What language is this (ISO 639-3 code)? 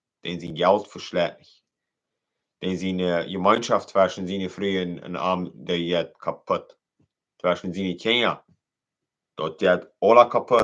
pdt